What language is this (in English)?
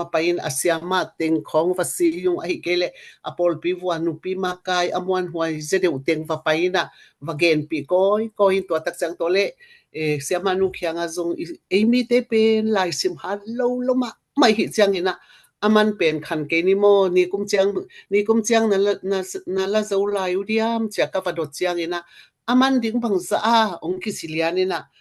Tedim Chin